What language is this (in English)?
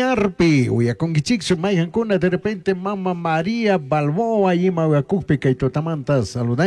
Chimborazo Highland Quichua